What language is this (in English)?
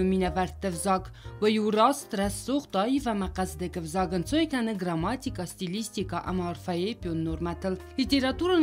Ossetic